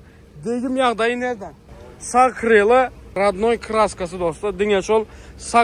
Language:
Turkmen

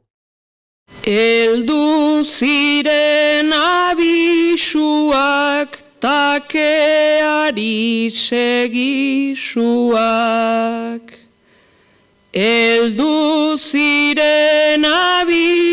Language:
Basque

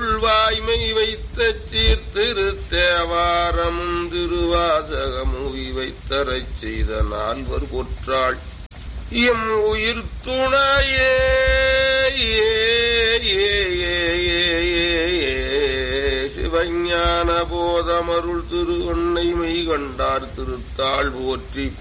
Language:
Tamil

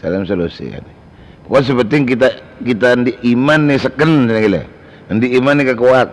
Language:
Madurese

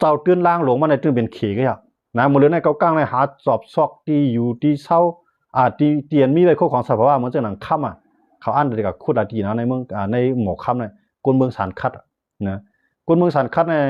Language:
Shan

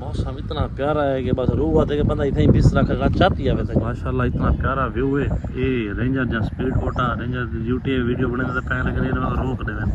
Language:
Saraiki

